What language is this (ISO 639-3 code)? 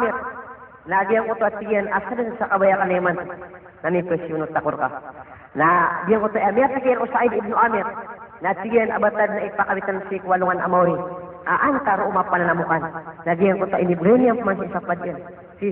mrw